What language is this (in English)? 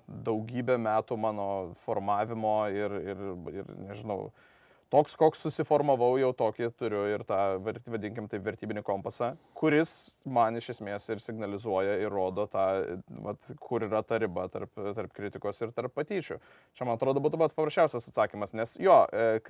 Lithuanian